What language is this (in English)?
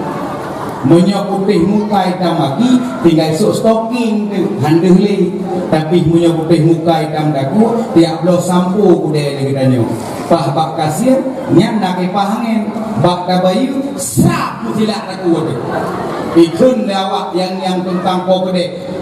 Achinese